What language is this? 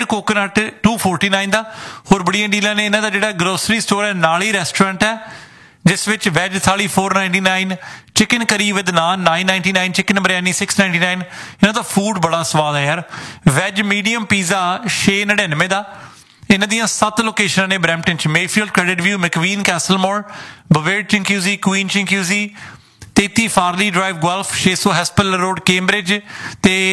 Punjabi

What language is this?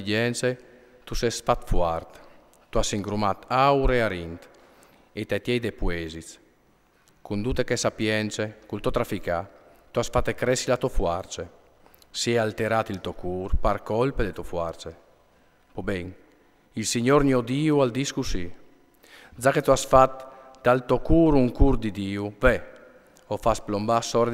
Friulian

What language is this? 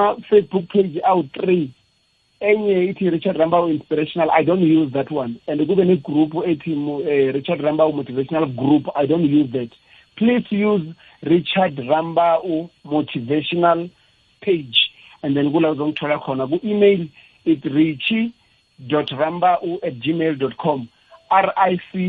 South Ndebele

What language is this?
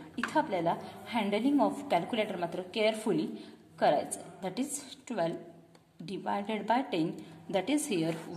Marathi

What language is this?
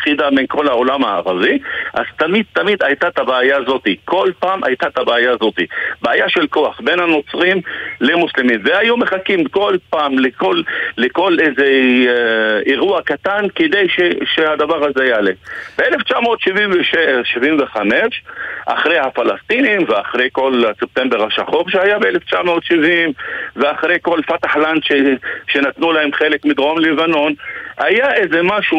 Hebrew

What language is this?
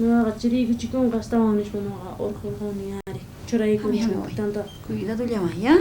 South Bolivian Quechua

